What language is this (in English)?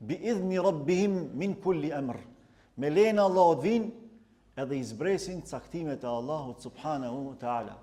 Albanian